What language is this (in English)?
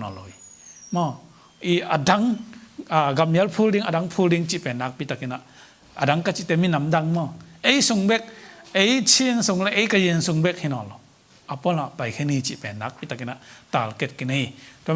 Tedim Chin